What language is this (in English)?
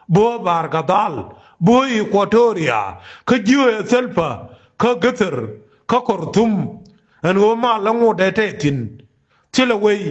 Nuer